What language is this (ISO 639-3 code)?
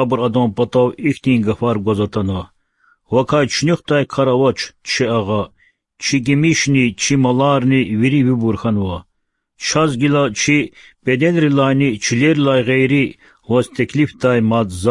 lez